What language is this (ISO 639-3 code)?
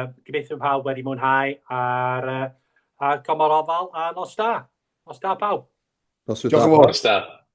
cym